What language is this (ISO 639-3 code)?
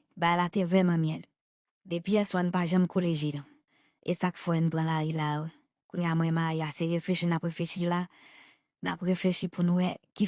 hat